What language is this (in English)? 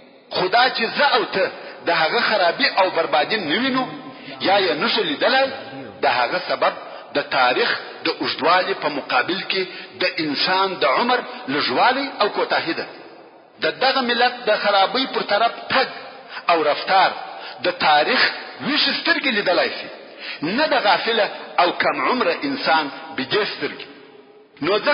Pashto